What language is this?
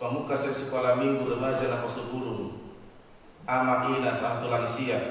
Batak Toba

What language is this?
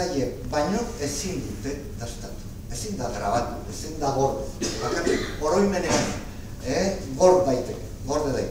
Basque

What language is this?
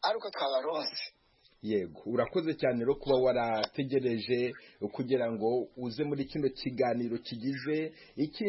Kinyarwanda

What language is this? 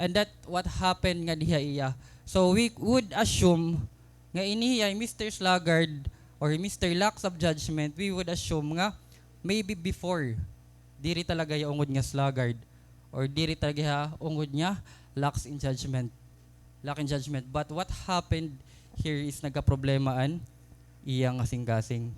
Waray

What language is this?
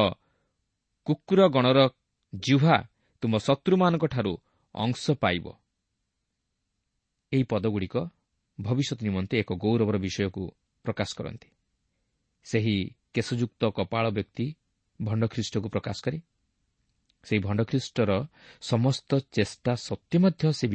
Odia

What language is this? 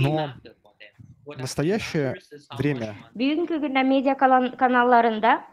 Gagauz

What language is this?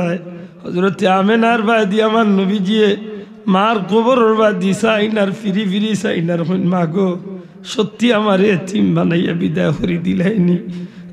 Sylheti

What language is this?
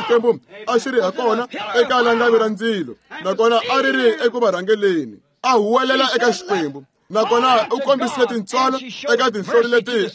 Tsonga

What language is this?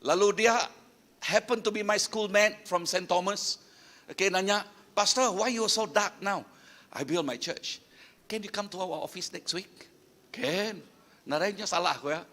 Iban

